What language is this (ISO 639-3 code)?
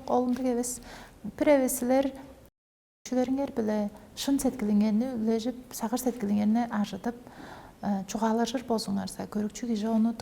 tyv